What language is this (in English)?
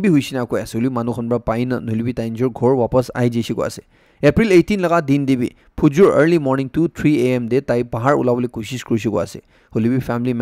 Naga Pidgin